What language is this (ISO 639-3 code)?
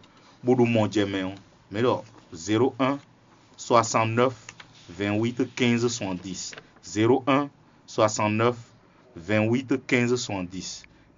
fon